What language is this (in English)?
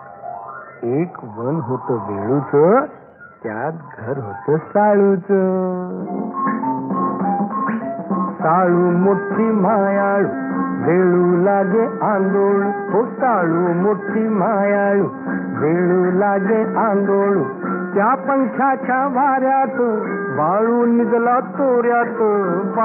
Marathi